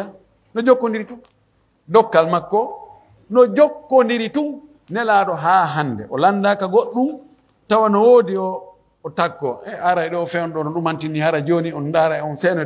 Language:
Pular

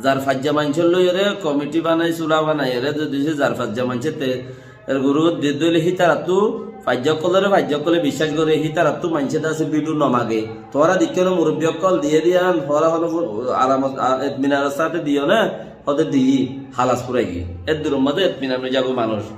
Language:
Rohingya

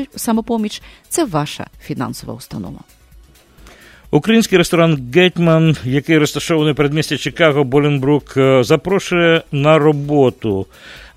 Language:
Ukrainian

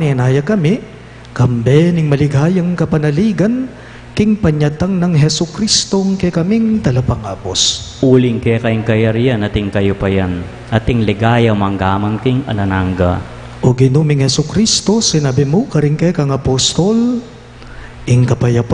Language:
Pampanga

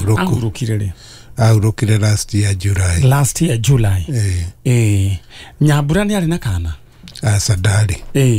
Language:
Kikuyu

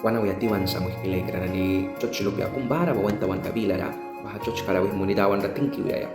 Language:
Mískito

